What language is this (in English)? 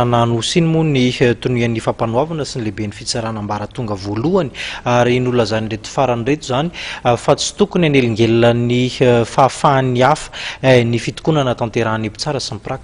Malagasy